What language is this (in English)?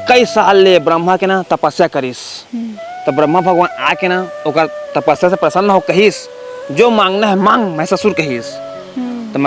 Chhattisgarhi